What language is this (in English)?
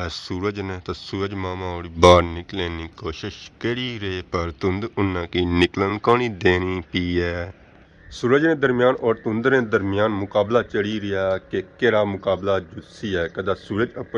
Pahari-Potwari